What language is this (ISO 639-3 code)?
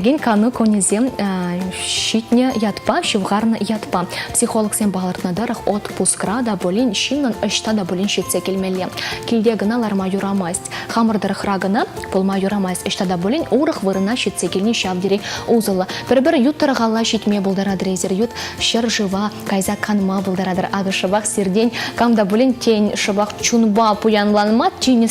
chv